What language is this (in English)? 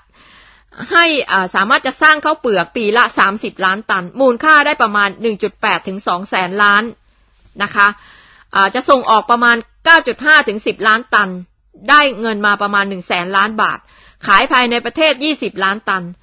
Thai